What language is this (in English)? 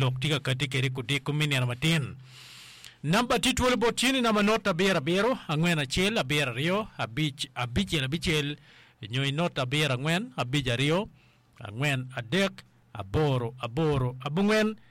Acoli